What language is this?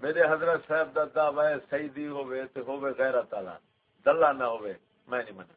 Saraiki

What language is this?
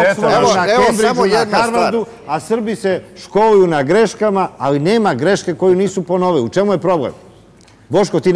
Serbian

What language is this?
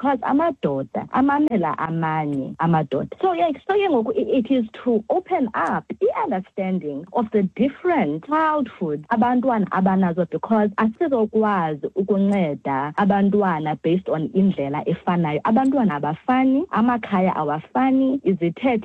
Xhosa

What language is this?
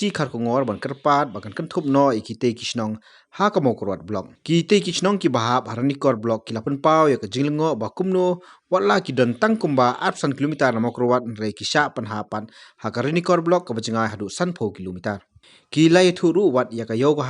Khasi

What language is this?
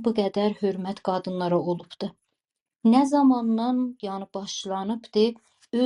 South Azerbaijani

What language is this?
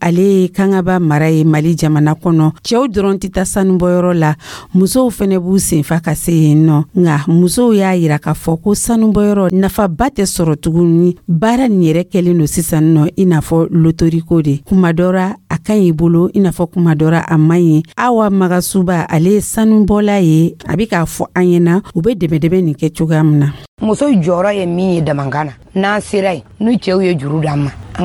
Dyula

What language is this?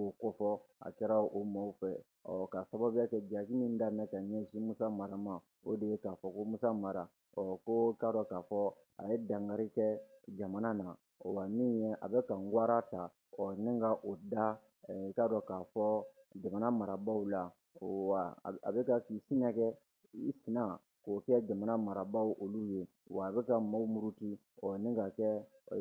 Bambara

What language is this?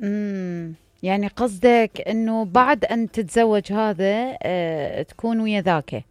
Mesopotamian Arabic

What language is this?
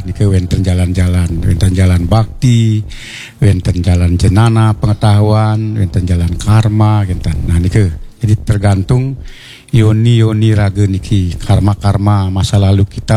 Balinese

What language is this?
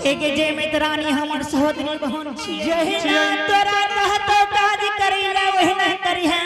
Angika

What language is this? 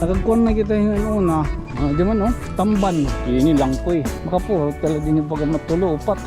Waray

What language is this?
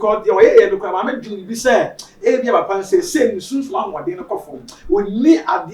Akan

